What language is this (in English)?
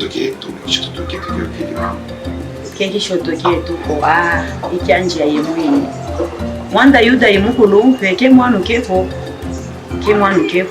Luba-Katanga